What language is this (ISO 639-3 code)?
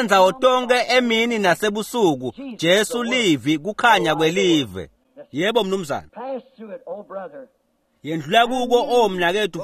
ssw